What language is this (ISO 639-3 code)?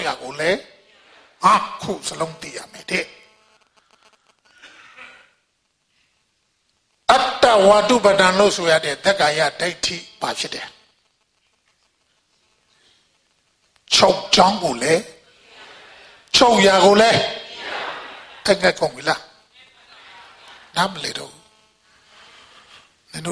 mya